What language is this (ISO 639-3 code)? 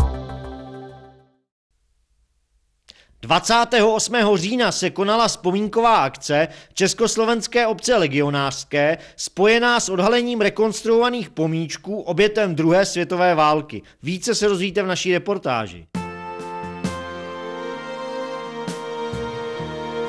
ces